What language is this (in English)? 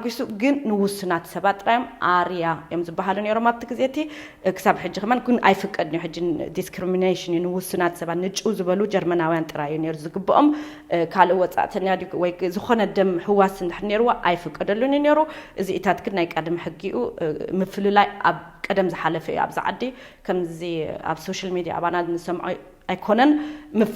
Tigrinya